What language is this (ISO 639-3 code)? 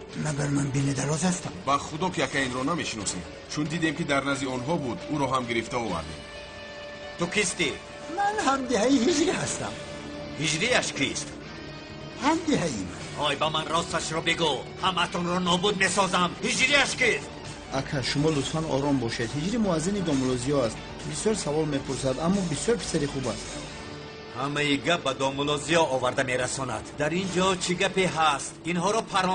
tgk